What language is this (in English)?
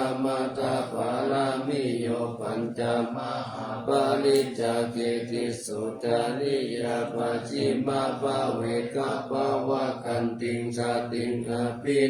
Pali